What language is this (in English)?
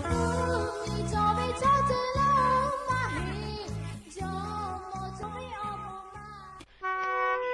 Lahu